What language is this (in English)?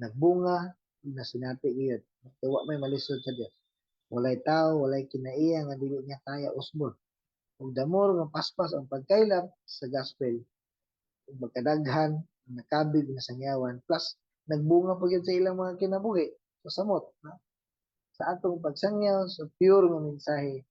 Cebuano